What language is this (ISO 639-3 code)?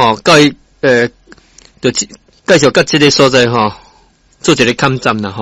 nan